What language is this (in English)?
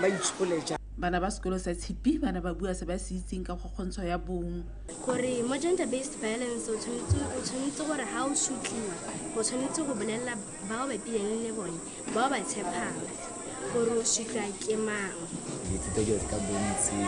Tswana